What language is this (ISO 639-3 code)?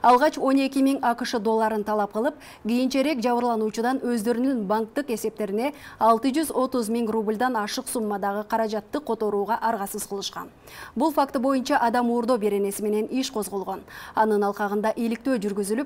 kir